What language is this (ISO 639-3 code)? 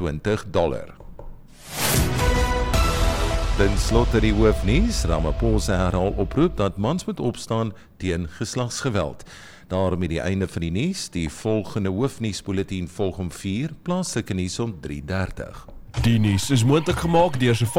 afr